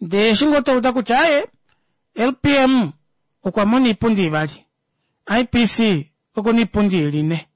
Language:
Kuanyama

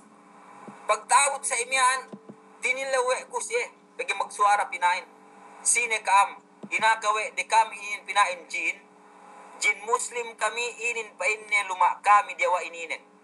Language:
Yakan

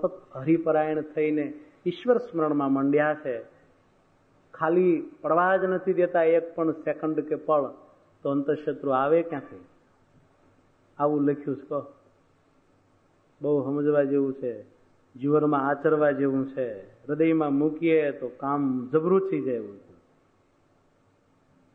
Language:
Gujarati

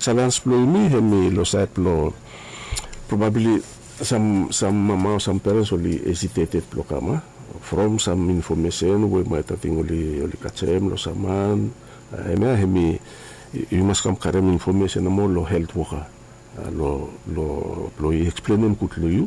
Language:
Bislama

